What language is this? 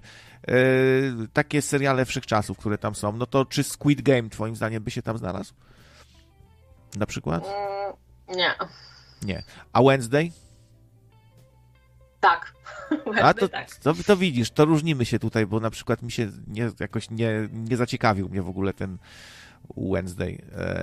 Polish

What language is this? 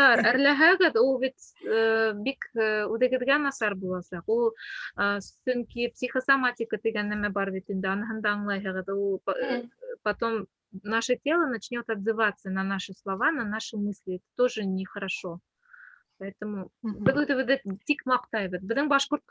Bashkir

